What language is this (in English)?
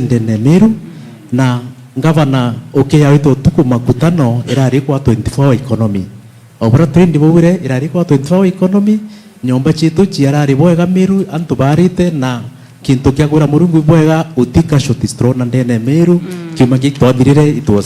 Meru